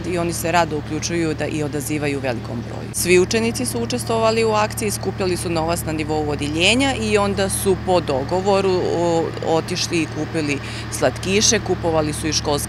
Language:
Bosnian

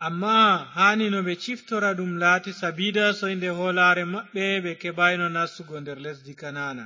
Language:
Fula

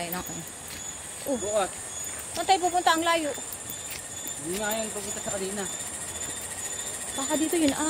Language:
Filipino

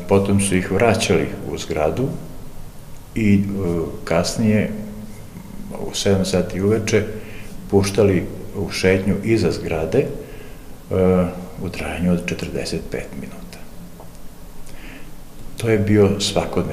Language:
Serbian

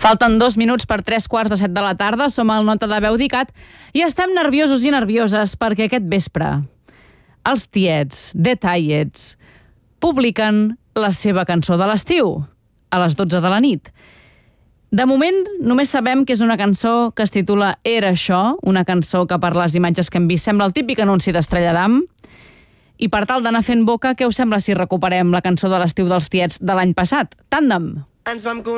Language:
Catalan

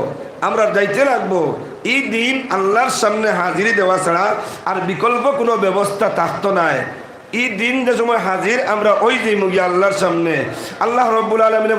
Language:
Sylheti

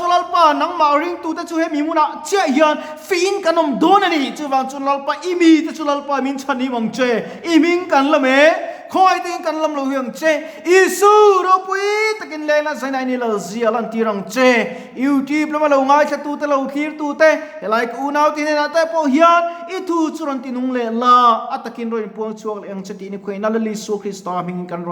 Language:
Mizo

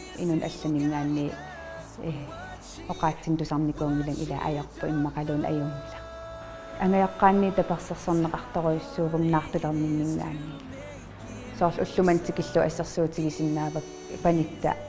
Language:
Kalaallisut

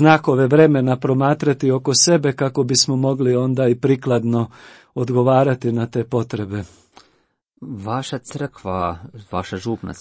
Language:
Croatian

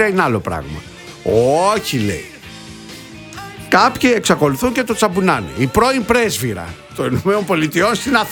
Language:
Greek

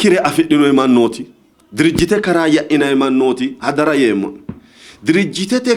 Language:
Sidamo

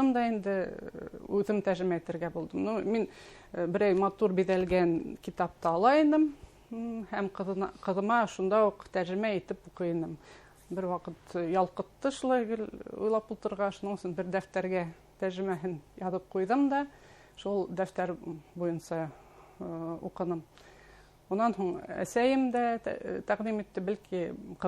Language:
Bashkir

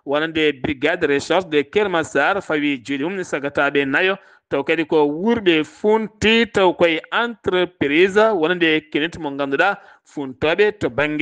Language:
Fula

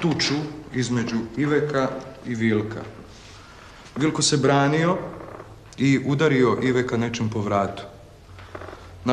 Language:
Croatian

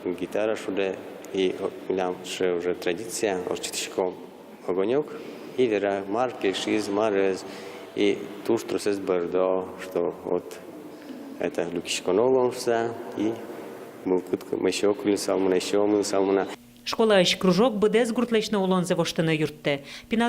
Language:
Udmurt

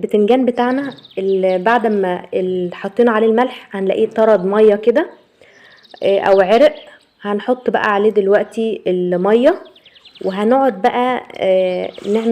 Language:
Egyptian Arabic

